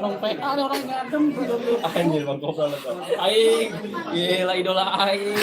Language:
Betawi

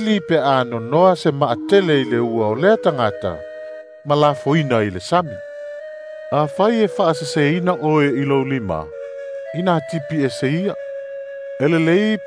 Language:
Samoan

